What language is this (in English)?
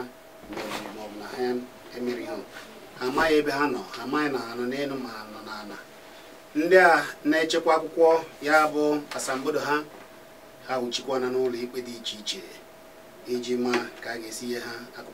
Igbo